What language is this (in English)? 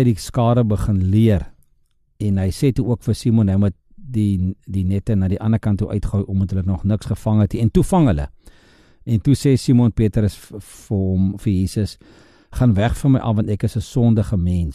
Afrikaans